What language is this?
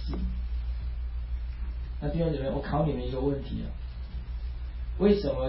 Chinese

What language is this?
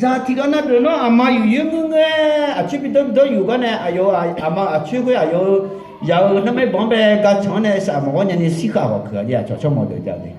Akha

